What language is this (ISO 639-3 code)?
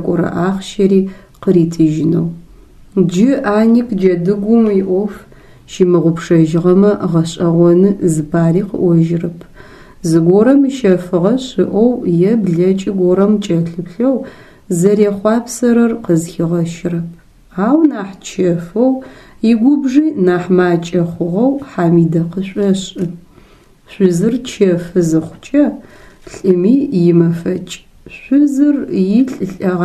ady